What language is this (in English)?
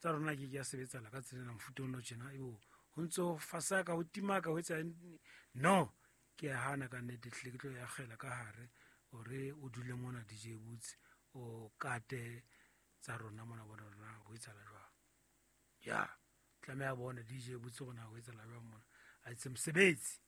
Southern Sotho